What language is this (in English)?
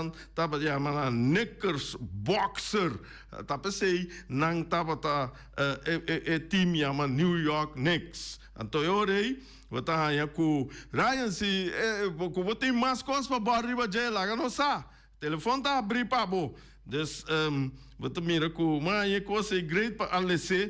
Papiamento